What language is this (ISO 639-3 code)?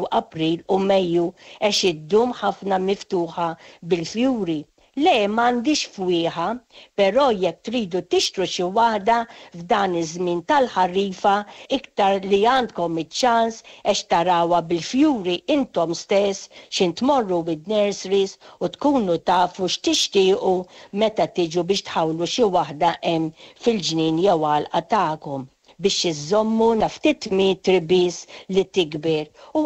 mlt